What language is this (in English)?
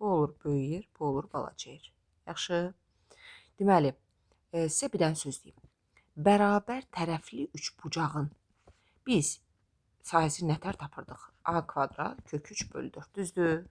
Azerbaijani